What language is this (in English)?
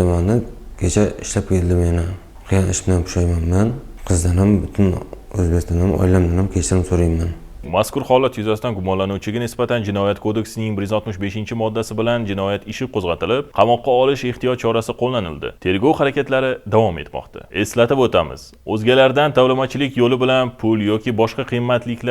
Uzbek